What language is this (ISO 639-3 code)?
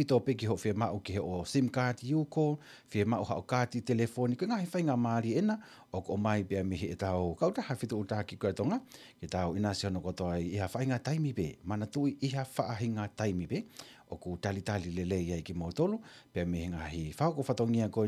ton